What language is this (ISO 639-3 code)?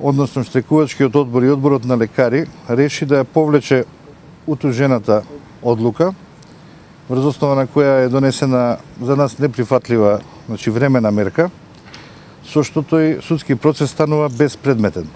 mkd